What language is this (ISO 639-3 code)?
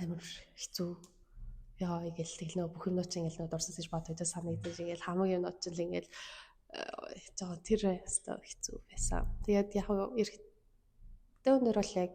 mon